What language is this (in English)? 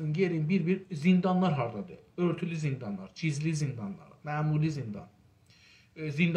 South Azerbaijani